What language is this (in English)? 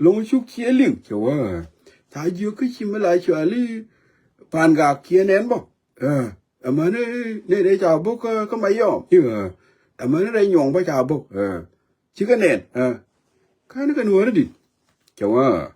Nuer